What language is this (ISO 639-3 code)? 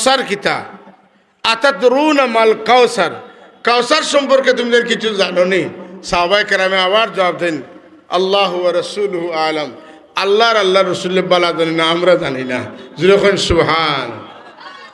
syl